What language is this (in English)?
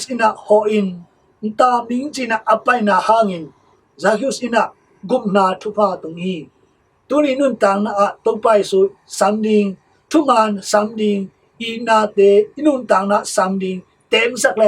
Tedim Chin